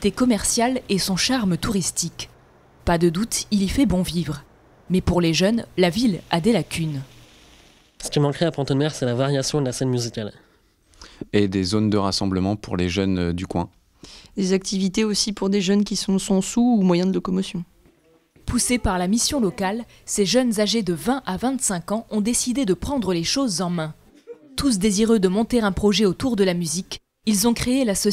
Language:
French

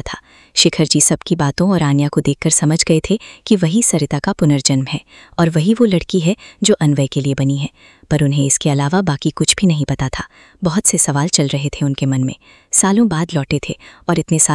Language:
Hindi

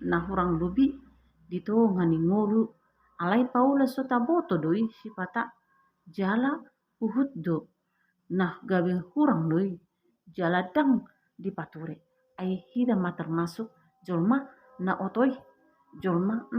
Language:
Batak Toba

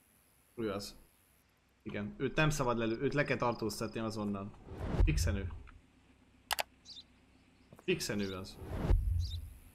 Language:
Hungarian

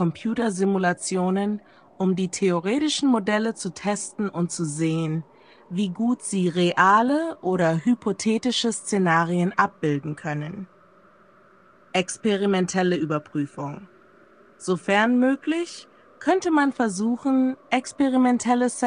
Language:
German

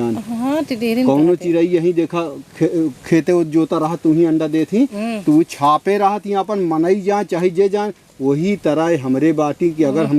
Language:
Awadhi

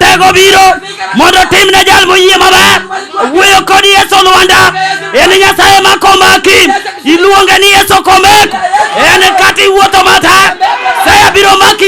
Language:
Luo (Kenya and Tanzania)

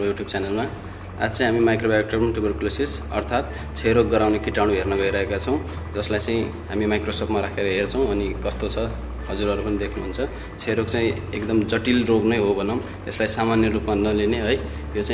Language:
Nepali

